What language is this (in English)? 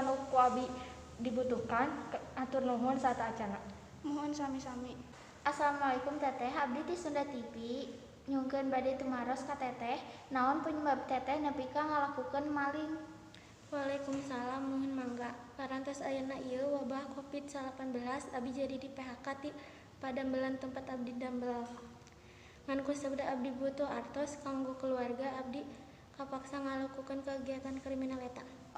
Sundanese